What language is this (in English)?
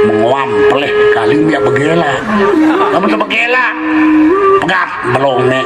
Sasak